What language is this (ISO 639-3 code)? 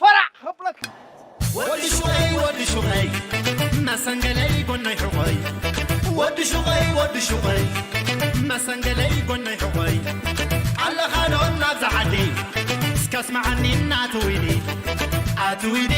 tir